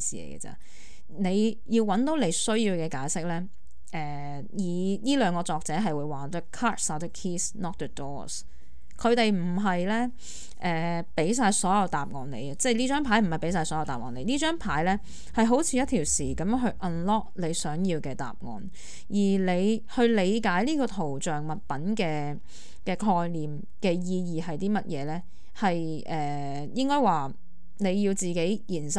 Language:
Cantonese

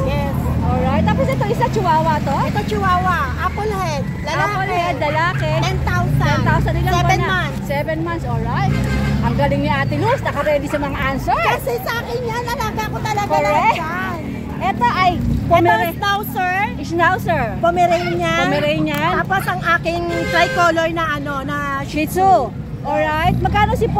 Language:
Filipino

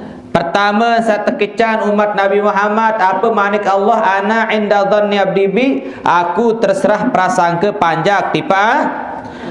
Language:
Sasak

